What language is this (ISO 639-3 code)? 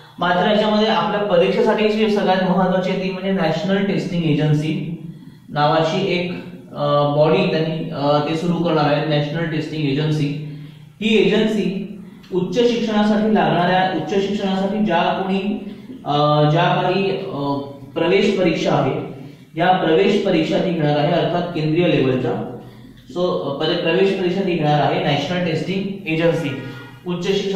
mar